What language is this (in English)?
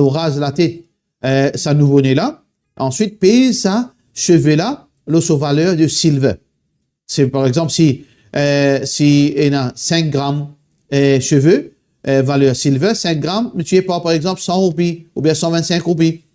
Morisyen